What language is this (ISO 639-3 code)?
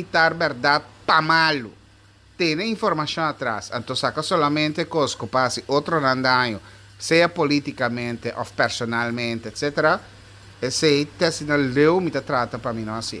pap